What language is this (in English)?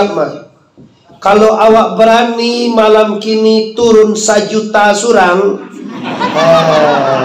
Minangkabau